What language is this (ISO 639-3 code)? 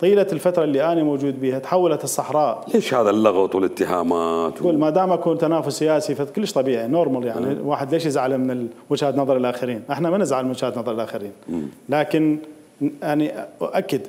acm